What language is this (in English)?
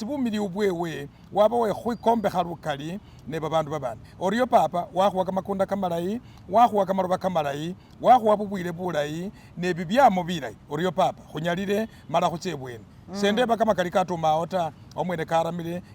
Masaaba